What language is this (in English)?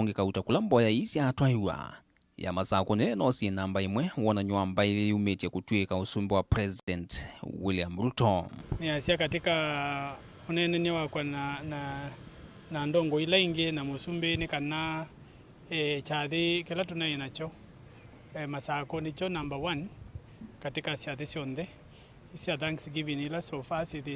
Kamba